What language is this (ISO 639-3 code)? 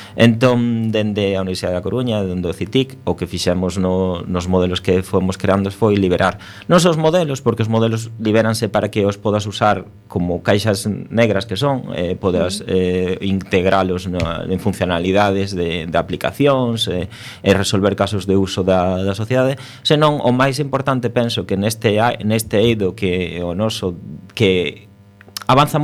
glg